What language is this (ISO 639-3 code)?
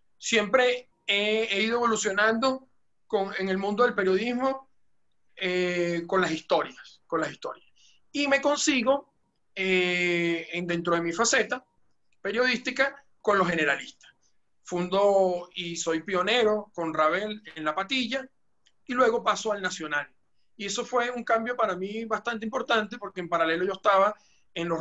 spa